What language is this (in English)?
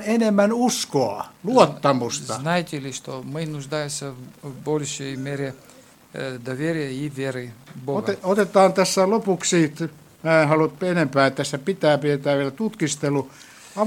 Finnish